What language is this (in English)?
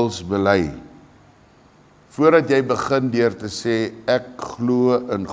Afrikaans